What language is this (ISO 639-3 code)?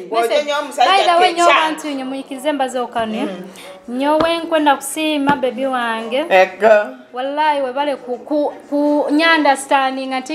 nyo